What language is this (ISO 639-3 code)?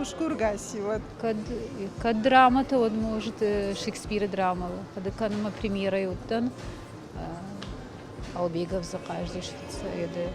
oss